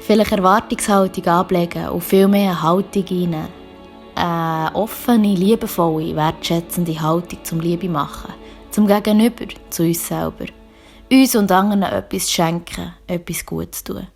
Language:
Swiss German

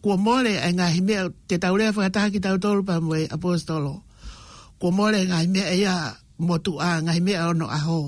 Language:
Tongan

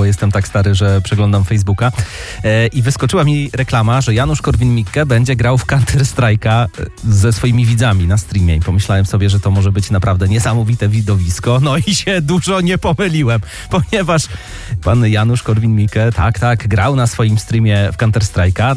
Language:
Polish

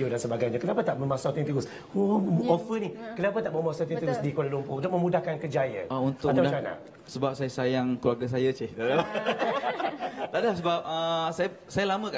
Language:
Malay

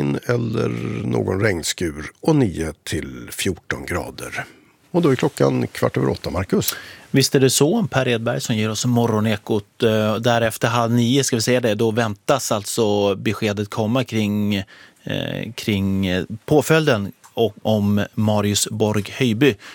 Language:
Swedish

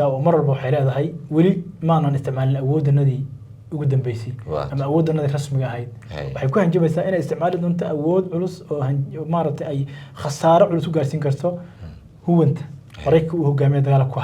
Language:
Somali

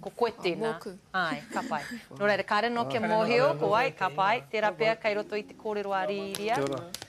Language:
Māori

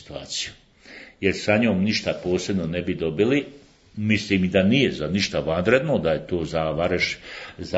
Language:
Bosnian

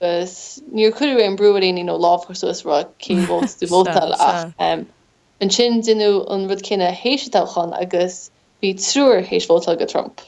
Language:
Irish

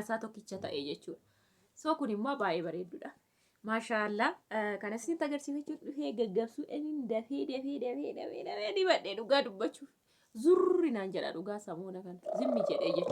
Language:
Oromo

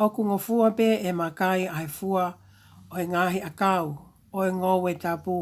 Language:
Tongan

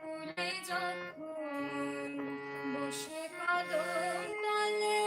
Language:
Sylheti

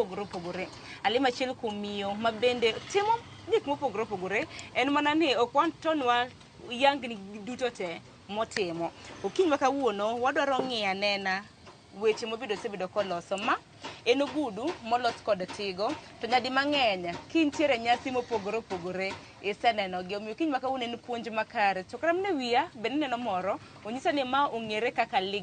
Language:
Luo (Kenya and Tanzania)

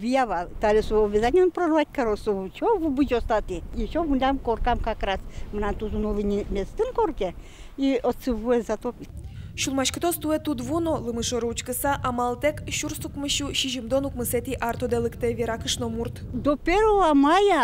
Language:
Udmurt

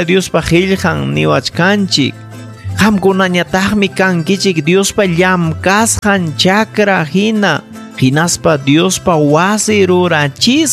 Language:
Ayacucho Quechua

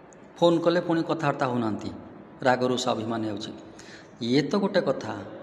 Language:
Odia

